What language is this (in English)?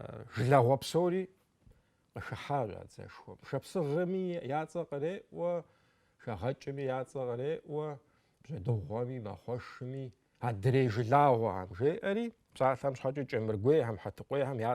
Kabardian